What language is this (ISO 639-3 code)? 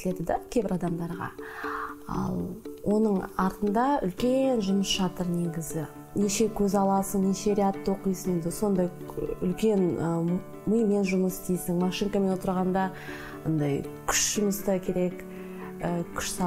kaz